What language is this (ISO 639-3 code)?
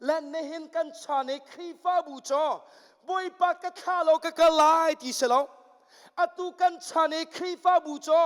cnh